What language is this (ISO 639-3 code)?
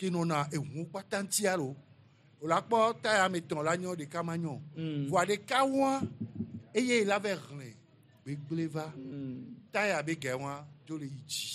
gej